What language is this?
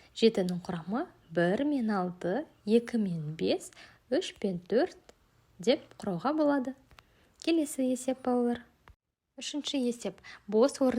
Kazakh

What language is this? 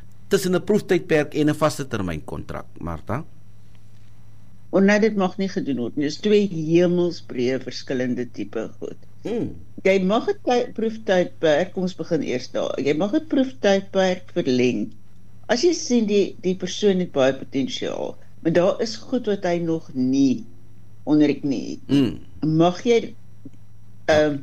Afrikaans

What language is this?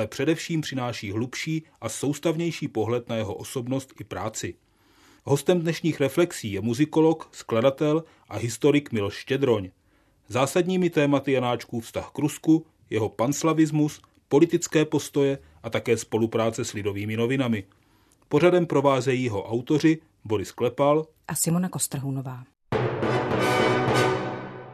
Czech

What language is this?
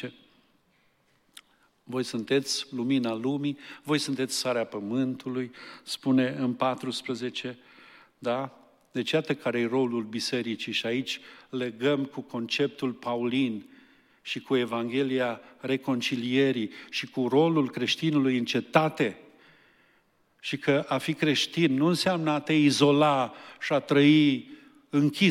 Romanian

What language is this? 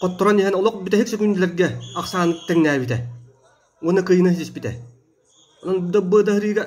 Yakut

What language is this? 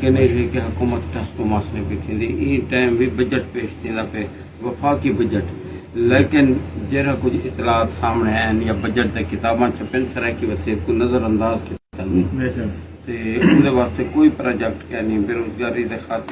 Saraiki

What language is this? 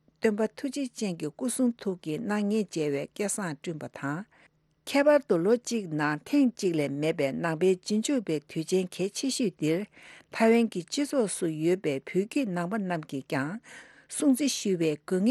Tibetan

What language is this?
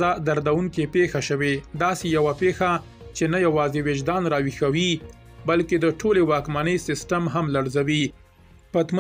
Pashto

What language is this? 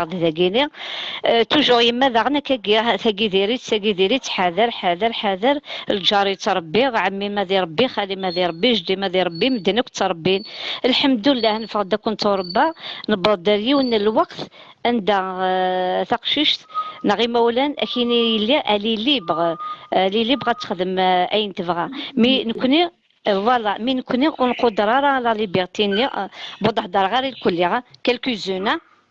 Kabyle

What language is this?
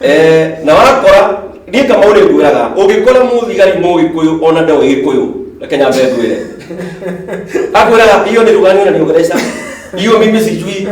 Kikuyu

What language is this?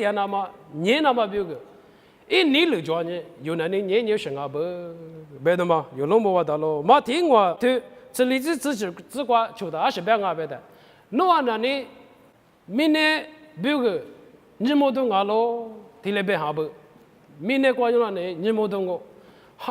Lisu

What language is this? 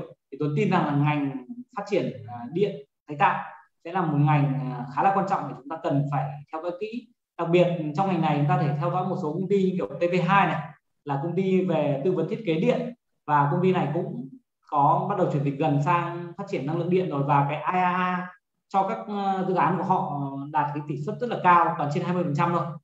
Vietnamese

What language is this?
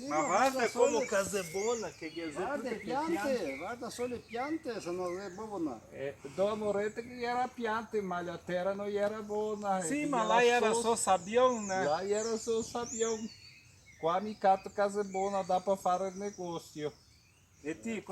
Venetian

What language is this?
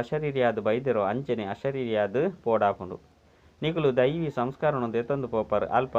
Tulu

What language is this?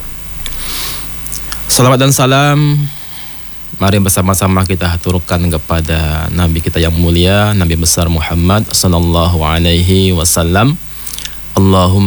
Indonesian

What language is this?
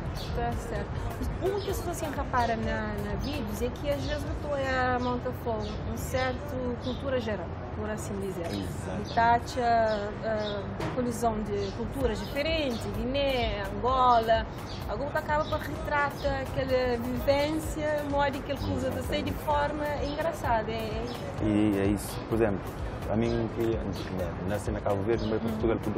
Kabuverdianu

